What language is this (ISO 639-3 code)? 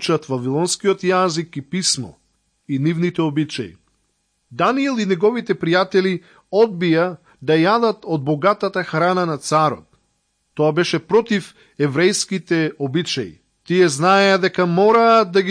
mkd